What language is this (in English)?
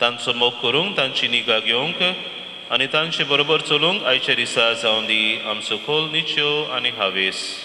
Konkani